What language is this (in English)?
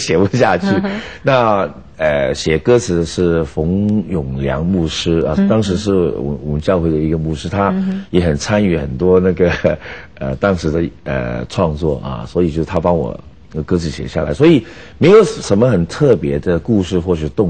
Chinese